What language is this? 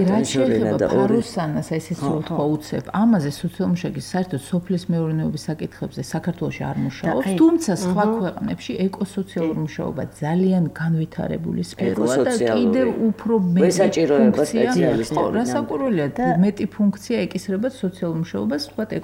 Georgian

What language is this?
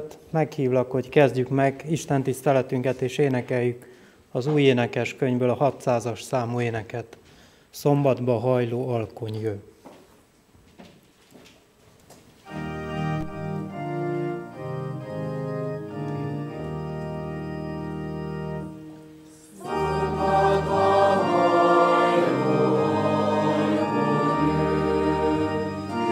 Hungarian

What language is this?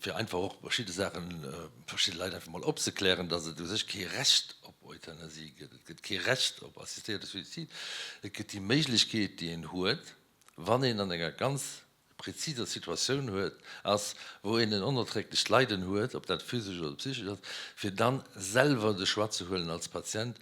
Luxembourgish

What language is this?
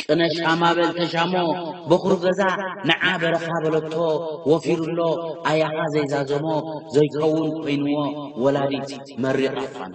Tigrinya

